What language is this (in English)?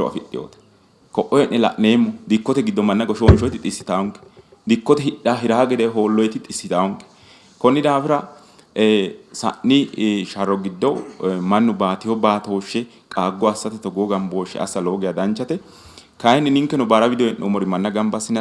Sidamo